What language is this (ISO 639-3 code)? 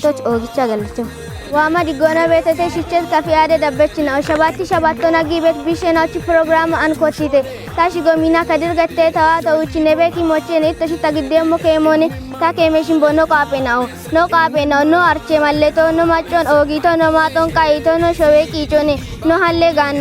kbr